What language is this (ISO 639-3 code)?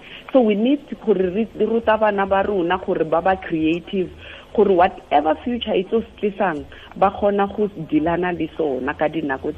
tsn